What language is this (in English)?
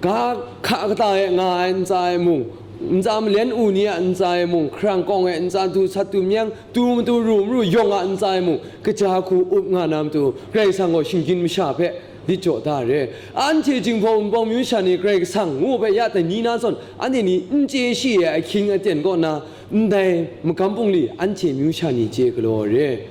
Kachin